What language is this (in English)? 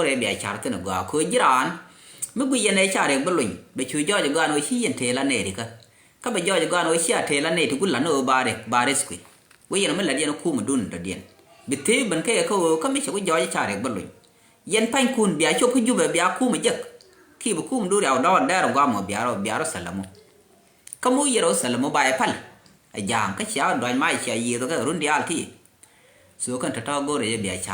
Nuer